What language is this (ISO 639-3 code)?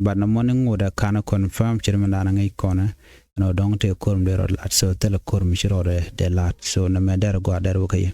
nus